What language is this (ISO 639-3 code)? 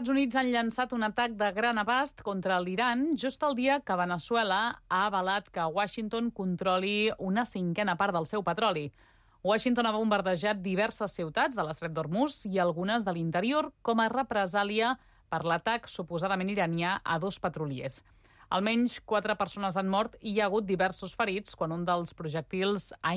cat